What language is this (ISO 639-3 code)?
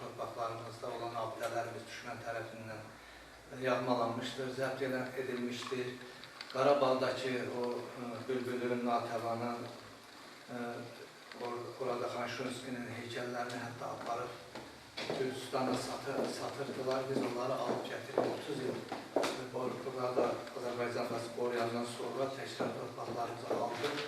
aze